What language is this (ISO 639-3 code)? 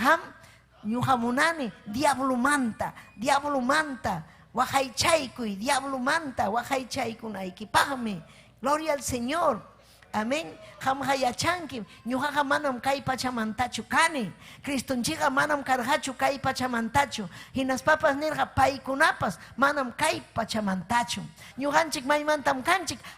quy